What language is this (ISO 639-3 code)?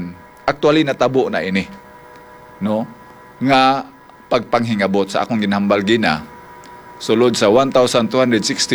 hil